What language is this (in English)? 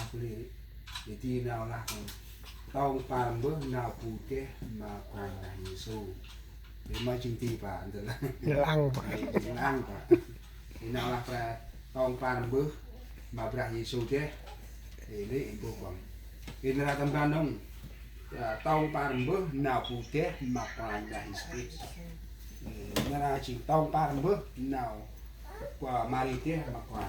Central Mnong